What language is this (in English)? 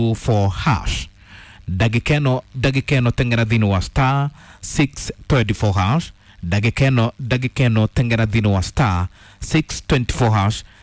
Kikuyu